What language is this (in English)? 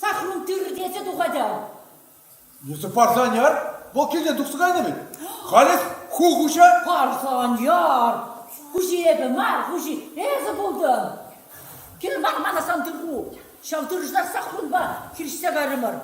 Chuvash